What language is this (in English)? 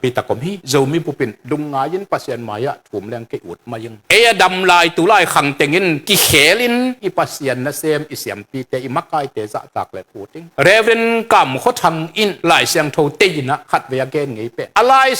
Tedim Chin